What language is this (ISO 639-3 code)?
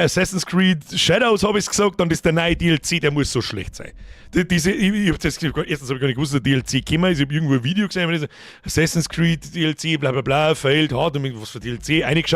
bar